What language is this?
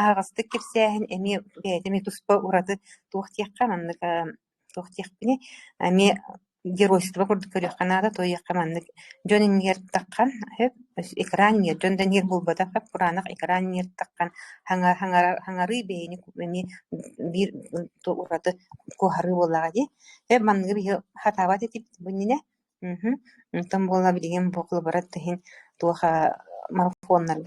Yakut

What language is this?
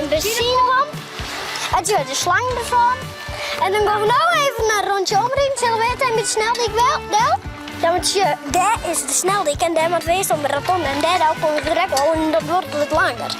Western Frisian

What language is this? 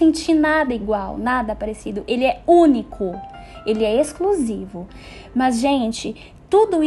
Portuguese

